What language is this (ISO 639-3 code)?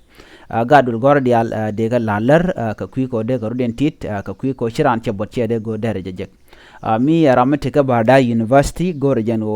nus